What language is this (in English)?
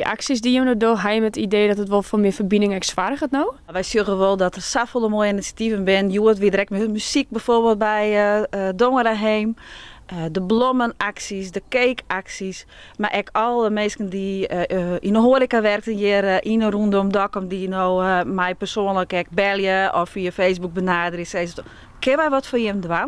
Western Frisian